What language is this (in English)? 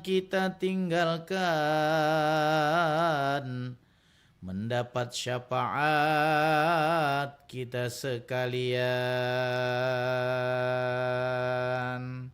Banjar